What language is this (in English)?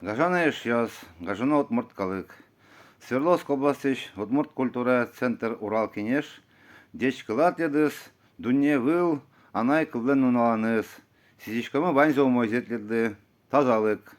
Udmurt